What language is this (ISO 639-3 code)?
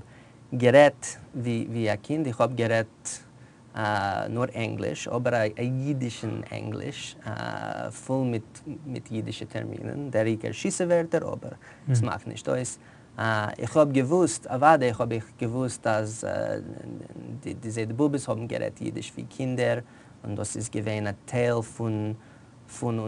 yid